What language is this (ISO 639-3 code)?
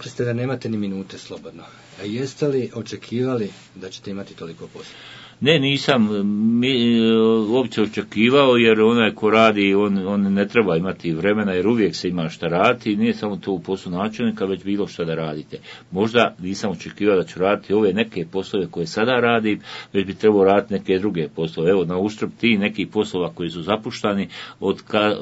bos